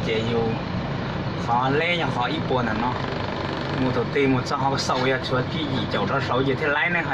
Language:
Hmong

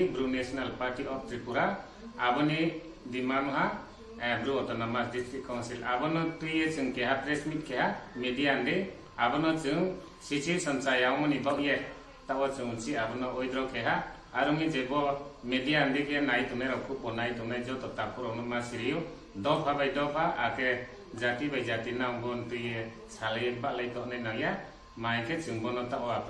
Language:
Riang (India)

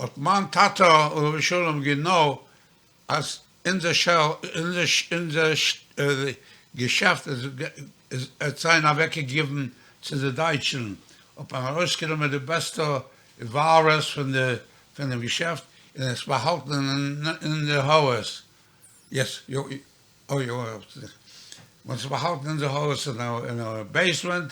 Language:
Yiddish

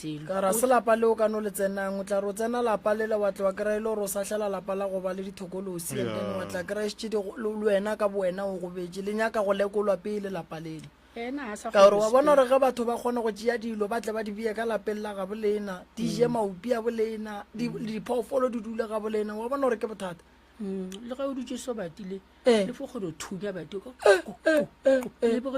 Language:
Northern Sotho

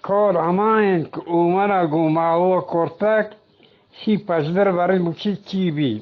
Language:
Eastern Balochi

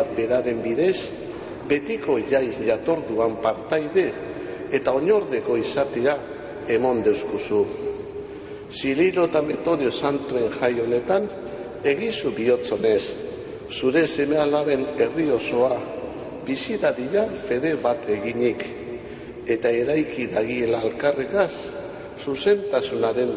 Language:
Basque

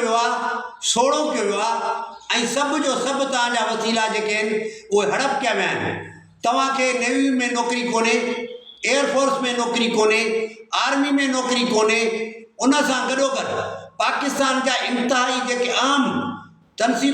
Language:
Sindhi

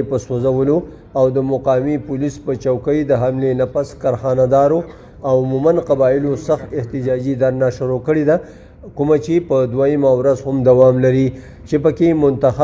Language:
Pashto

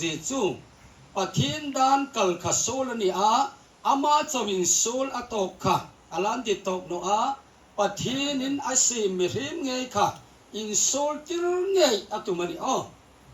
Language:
Hmar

